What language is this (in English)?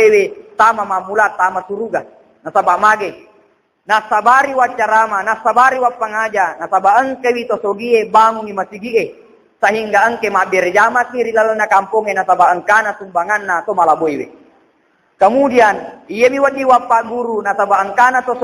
Buginese